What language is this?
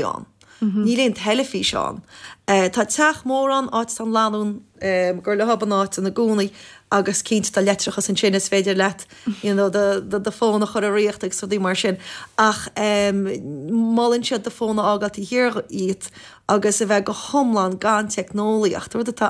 Irish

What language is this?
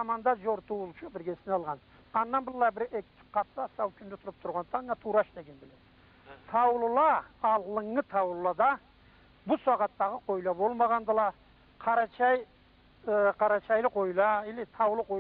Karachay-Balkar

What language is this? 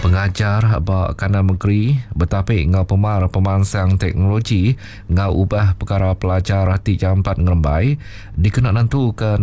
Iban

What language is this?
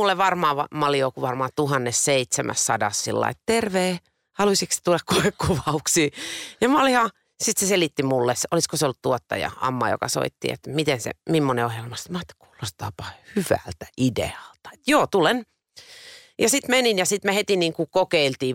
Finnish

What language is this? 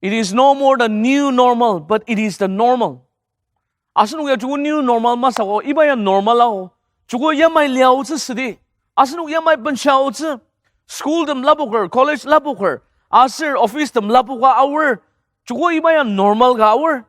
Ao Naga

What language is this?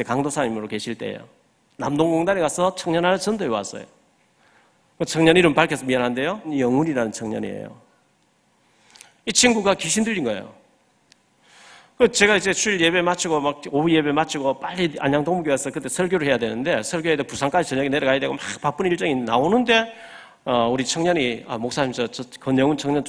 Korean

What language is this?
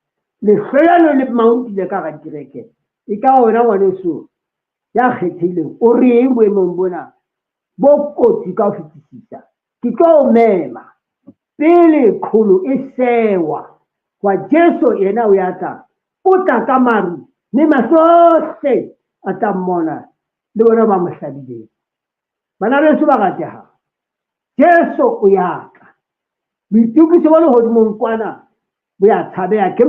Southern Sotho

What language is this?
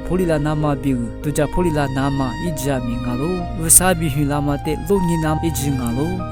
Lisu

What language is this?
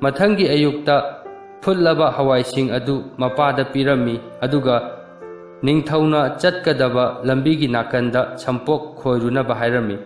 Manipuri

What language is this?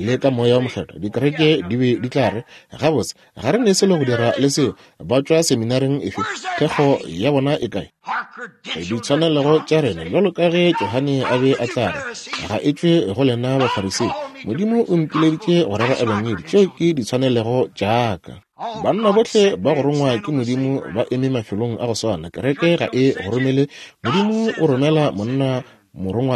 Northern Sotho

